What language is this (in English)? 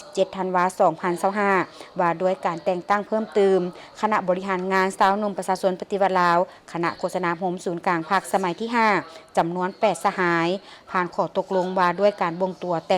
Lao